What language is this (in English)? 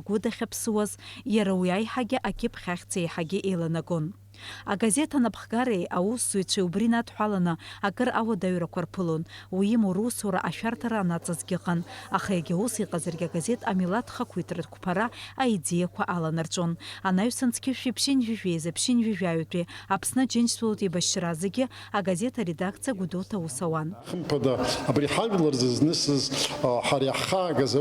Abkhazian